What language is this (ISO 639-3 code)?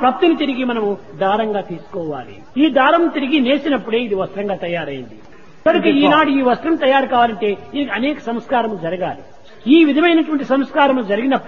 tel